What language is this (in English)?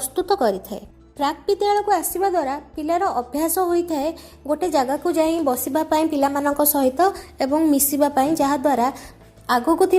Odia